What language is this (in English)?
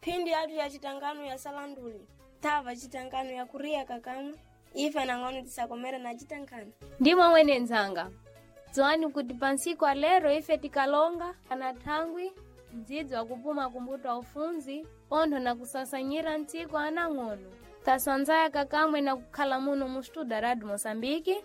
Sena